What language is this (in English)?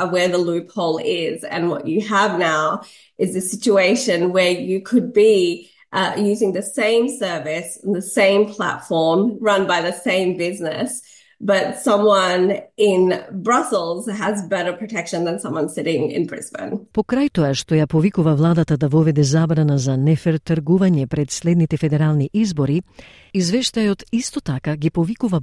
Macedonian